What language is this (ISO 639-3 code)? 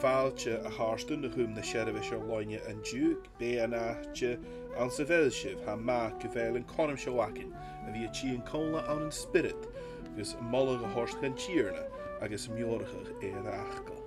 gla